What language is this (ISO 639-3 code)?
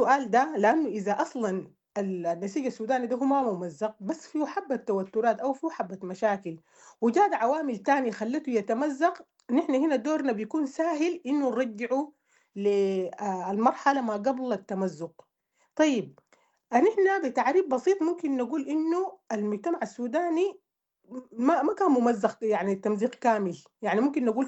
apd